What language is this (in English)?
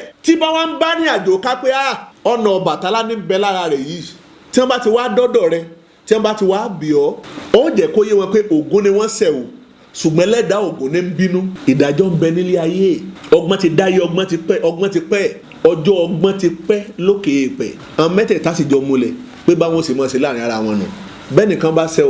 Yoruba